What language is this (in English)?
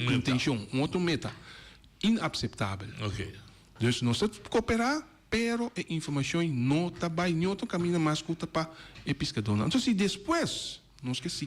Papiamento